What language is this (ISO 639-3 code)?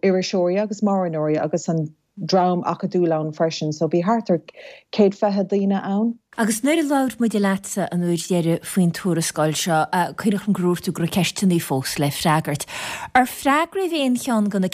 gle